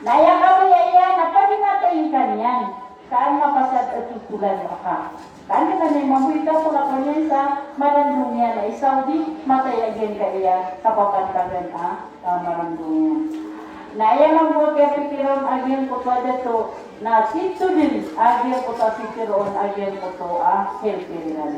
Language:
Maranao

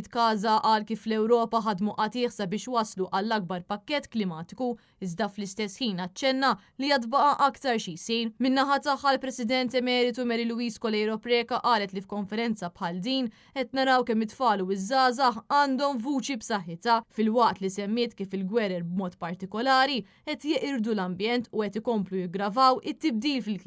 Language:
Maltese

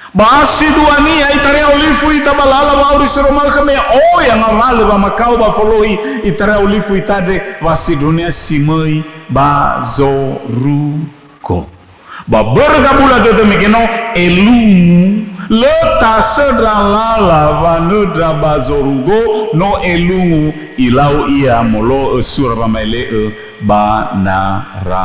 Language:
Nias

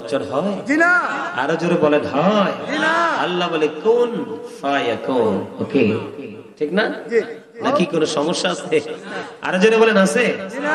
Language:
Bangla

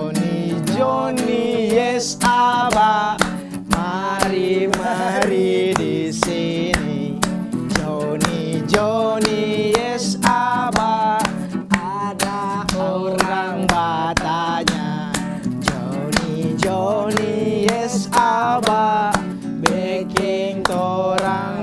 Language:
Manado Malay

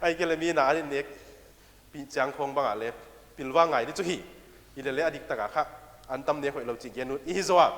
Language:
Paite Chin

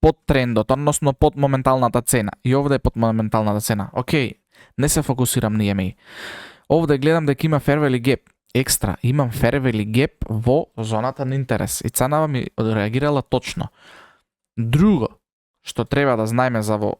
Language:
Macedonian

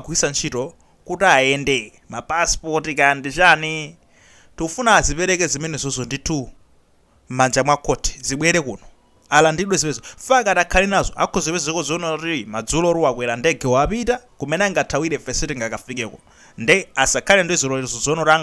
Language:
Nyanja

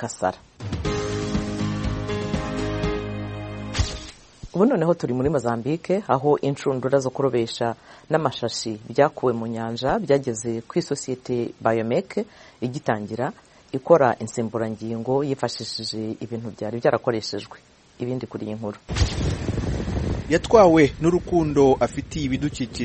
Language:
Kinyarwanda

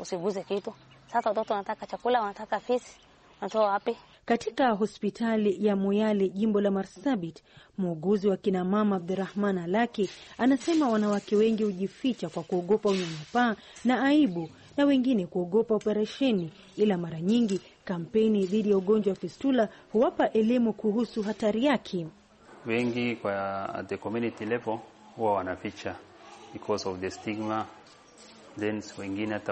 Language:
Swahili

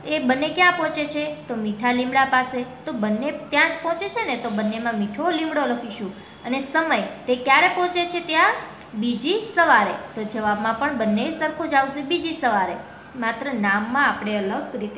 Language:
Gujarati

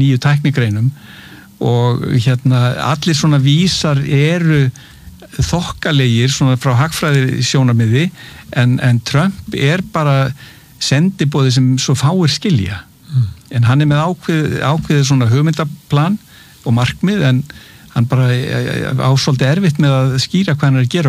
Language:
Icelandic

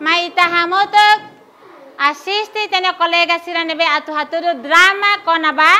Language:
Tetum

